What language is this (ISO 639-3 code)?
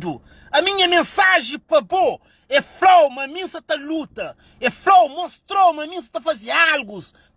kea